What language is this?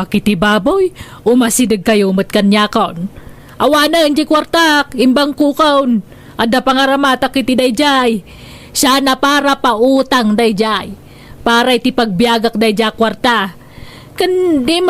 Iloko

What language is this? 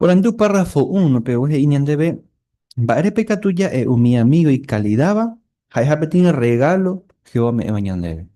Guarani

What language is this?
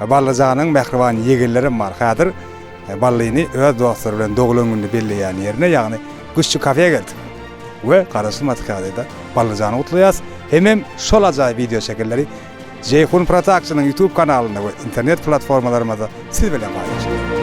Turkmen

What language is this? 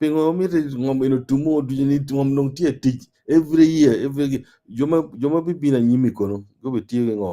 Acoli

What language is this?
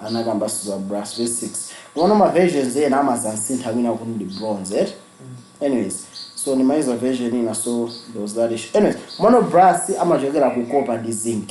Nyanja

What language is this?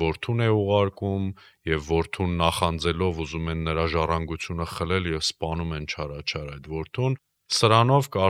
Armenian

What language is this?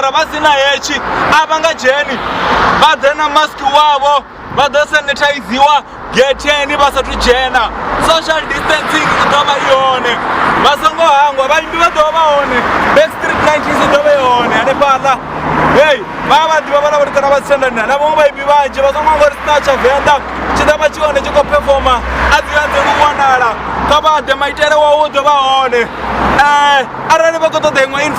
Venda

